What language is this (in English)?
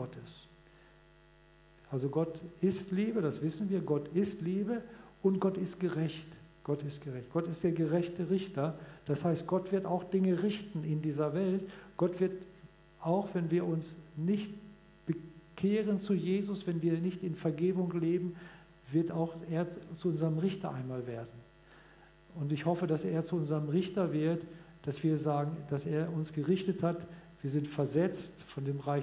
German